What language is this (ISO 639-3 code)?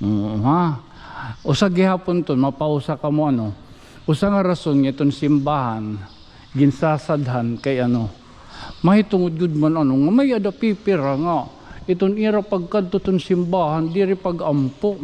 war